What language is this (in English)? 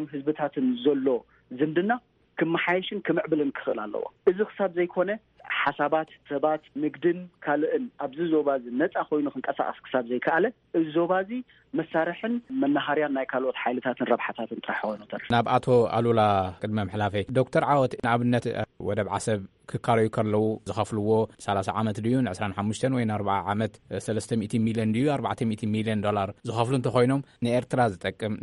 Tigrinya